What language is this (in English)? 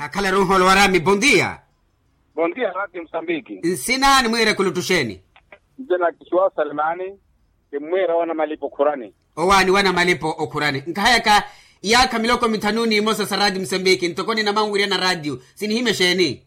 Makhuwa